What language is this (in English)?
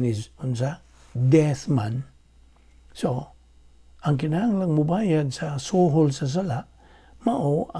Cebuano